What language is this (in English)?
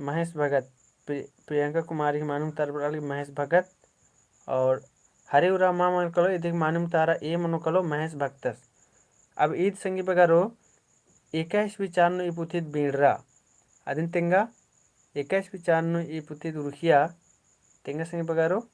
Kurukh